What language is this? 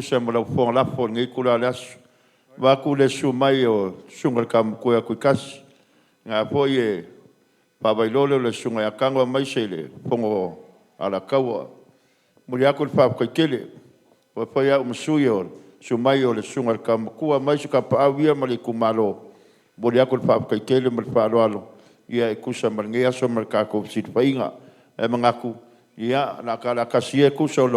Samoan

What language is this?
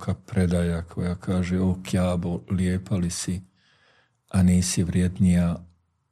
Bosnian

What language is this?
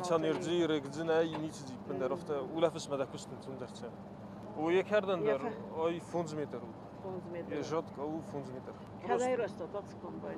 Ossetic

